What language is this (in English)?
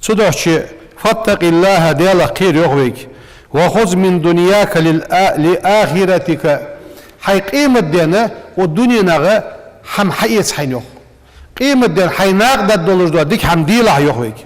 Ingush